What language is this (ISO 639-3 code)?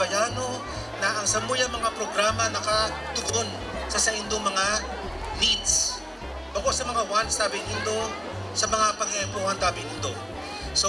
bik